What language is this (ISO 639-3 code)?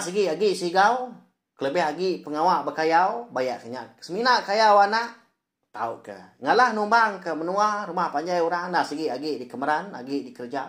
iba